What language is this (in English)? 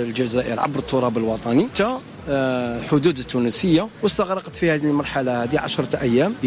Tunisian Arabic